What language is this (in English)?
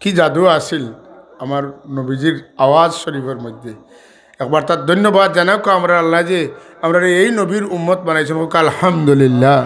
Sylheti